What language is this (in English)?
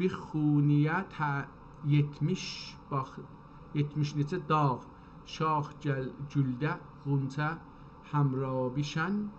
South Azerbaijani